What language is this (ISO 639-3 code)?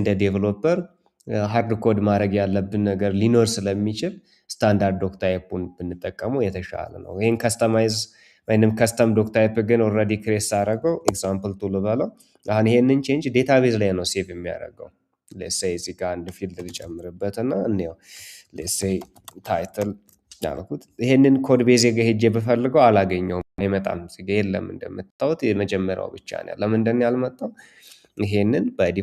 amh